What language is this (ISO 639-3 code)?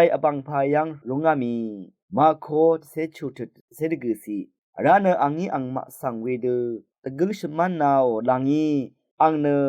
raw